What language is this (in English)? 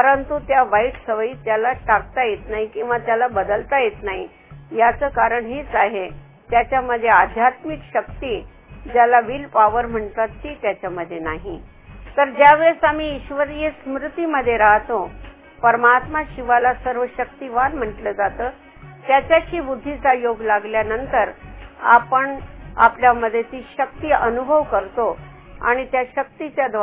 Marathi